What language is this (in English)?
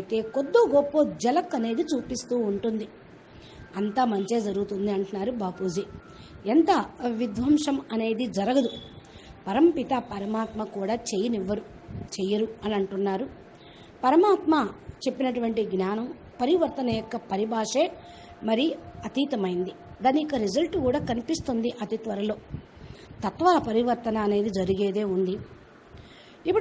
Telugu